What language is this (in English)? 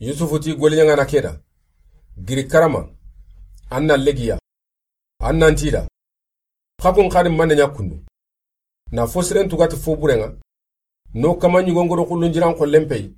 Soninke